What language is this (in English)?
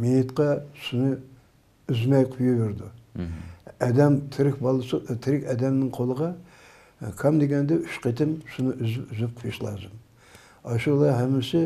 Uyghur